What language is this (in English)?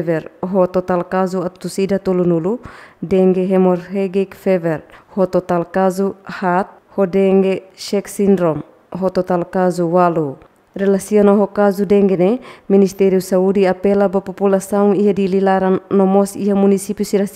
Tetum